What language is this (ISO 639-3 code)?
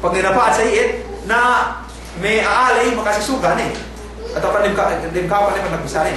yka